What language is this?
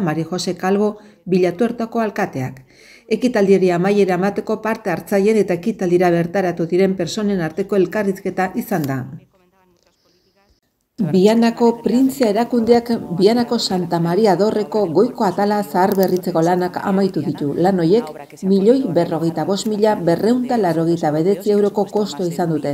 Basque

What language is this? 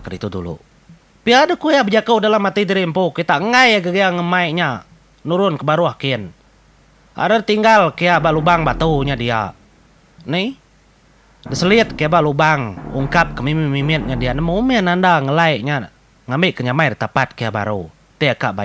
Iban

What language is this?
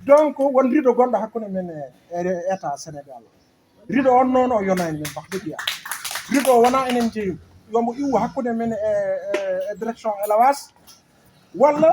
Fula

